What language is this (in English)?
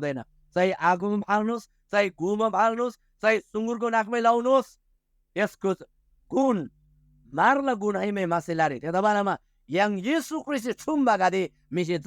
Eastern Tamang